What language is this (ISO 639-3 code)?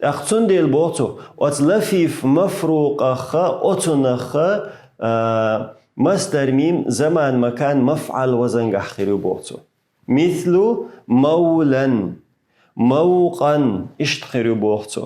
che